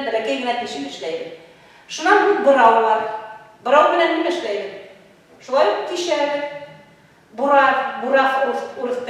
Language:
Bashkir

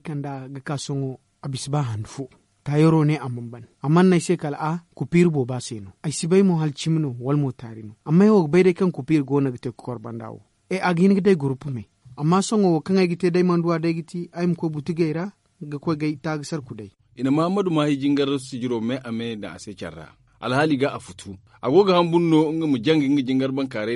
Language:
Zarma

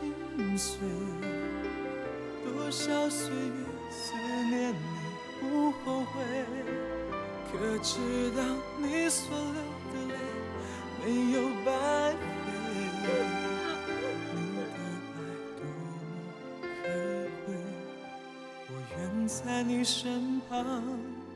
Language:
Chinese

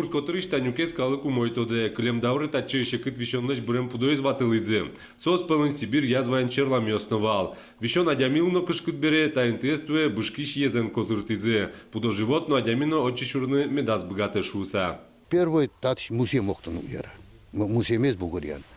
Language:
Udmurt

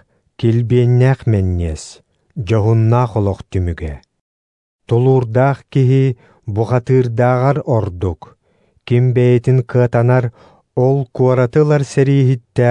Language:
Yakut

